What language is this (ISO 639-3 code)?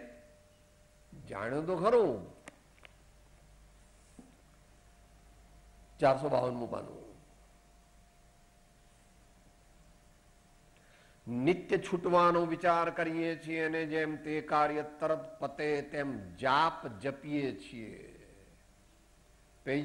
guj